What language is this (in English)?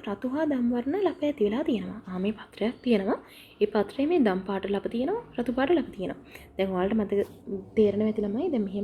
Sinhala